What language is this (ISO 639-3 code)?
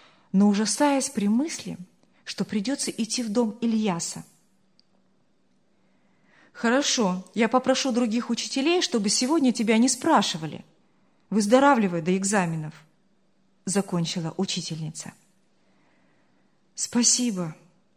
rus